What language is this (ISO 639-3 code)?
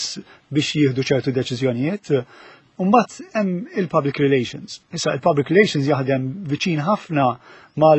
mlt